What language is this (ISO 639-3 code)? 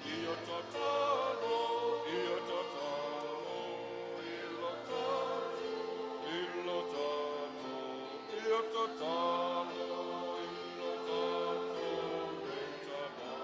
smo